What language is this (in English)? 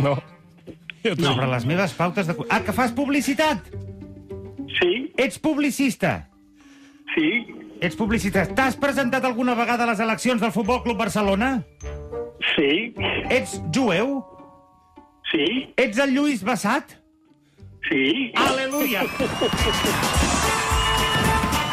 Catalan